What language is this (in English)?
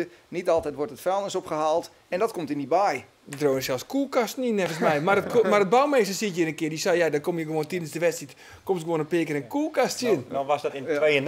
Western Frisian